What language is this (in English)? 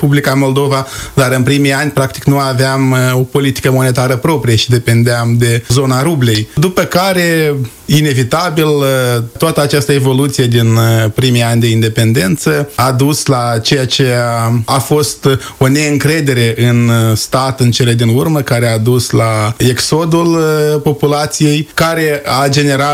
Romanian